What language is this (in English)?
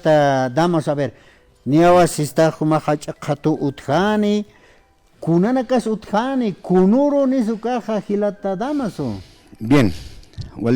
Aymara